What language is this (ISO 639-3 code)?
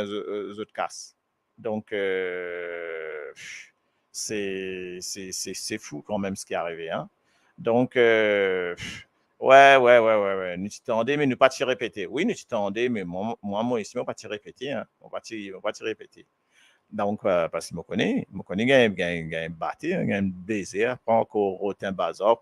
mfe